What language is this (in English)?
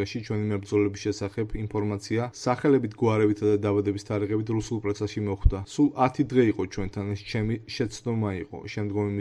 Georgian